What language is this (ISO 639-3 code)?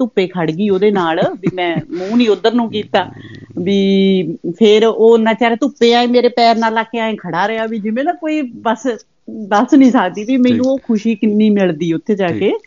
pan